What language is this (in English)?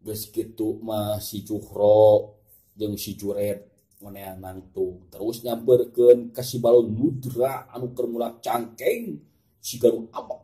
Sundanese